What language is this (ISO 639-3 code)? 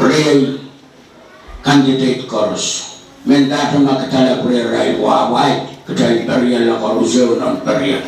pon